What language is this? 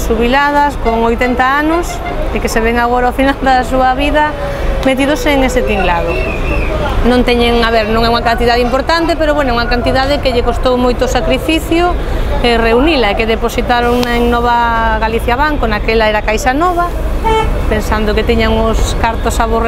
Galician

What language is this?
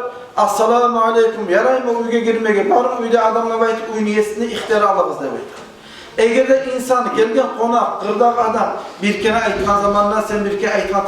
Kumyk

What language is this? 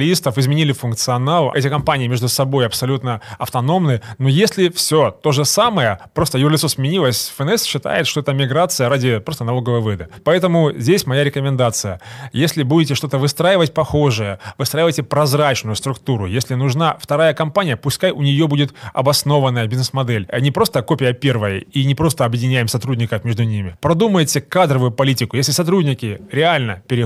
Russian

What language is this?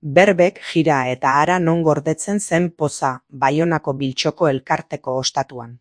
Basque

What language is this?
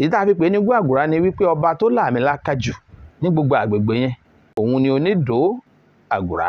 Yoruba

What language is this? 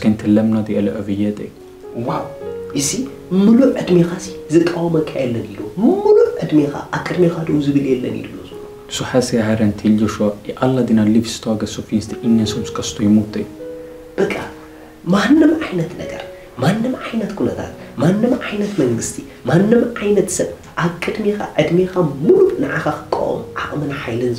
Tigrinya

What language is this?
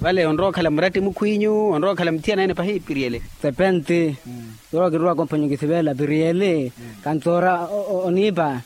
Makhuwa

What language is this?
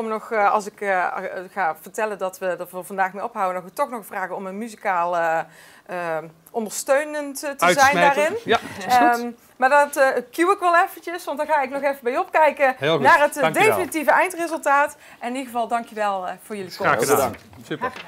Dutch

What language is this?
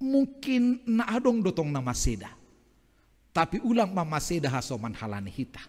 Batak Simalungun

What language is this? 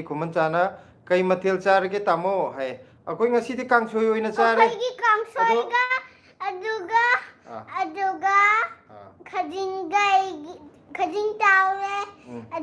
Manipuri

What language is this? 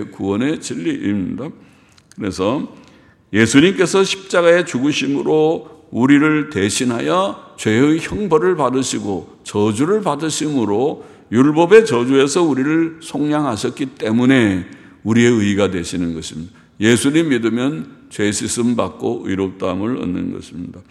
Korean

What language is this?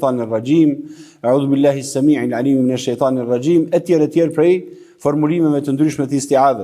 Albanian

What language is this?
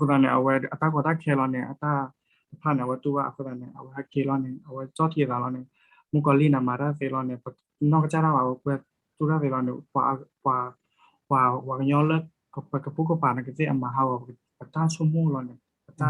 S'gaw Karen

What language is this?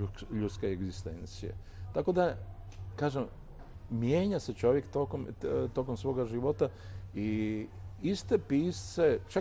Croatian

